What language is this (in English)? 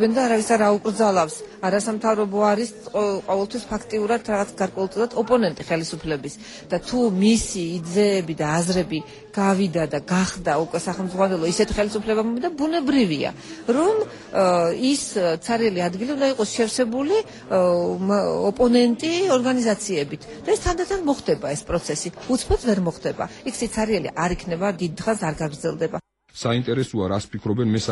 Georgian